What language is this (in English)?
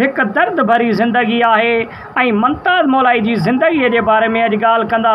Sindhi